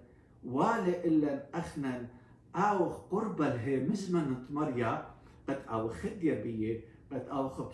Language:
Assyrian Neo-Aramaic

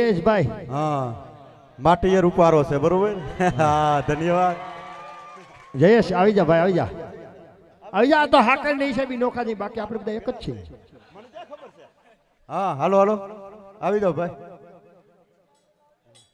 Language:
Gujarati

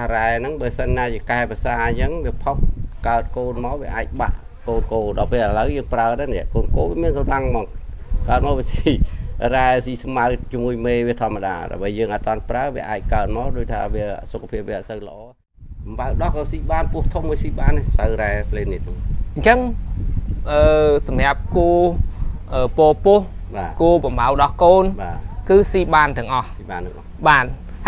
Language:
Khmer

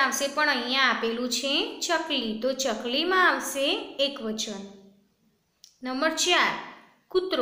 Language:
Gujarati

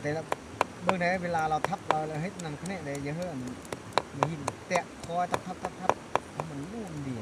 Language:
Lao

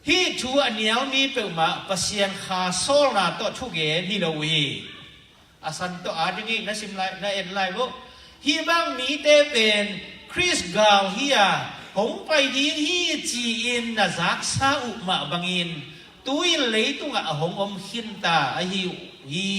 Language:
Tedim Chin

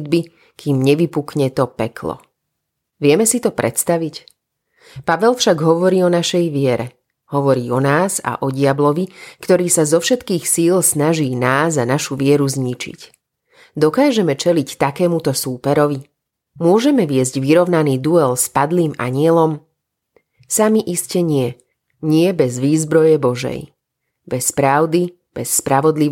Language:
Slovak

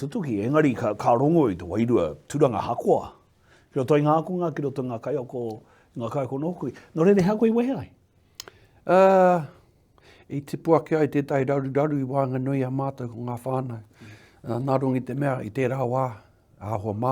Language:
Māori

